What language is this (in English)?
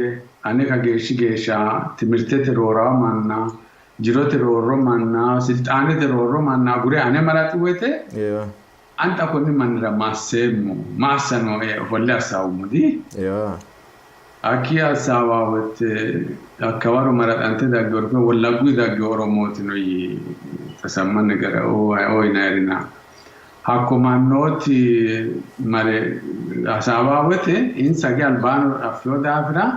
Sidamo